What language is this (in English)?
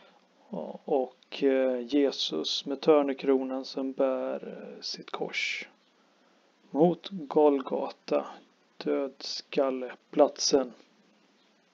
Swedish